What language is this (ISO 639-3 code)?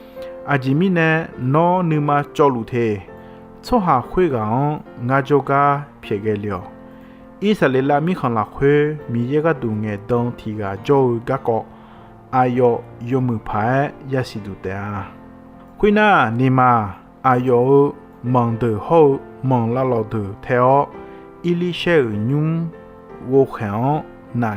ahk